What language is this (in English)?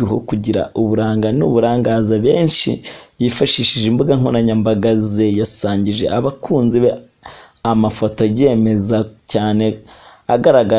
Kinyarwanda